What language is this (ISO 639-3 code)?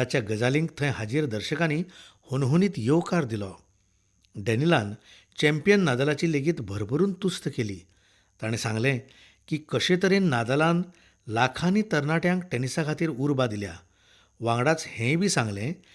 kok